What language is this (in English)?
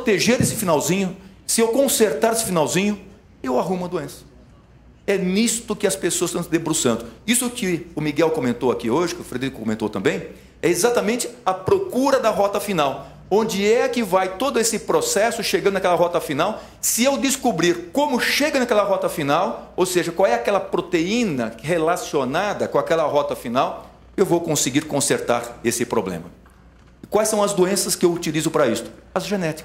Portuguese